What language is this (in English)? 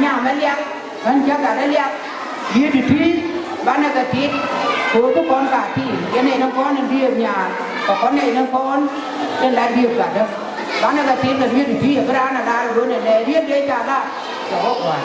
Nuer